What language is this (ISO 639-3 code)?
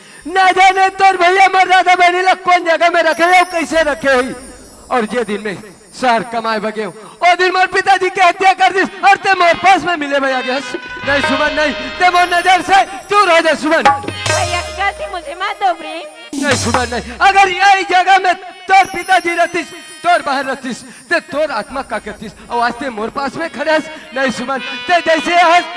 hne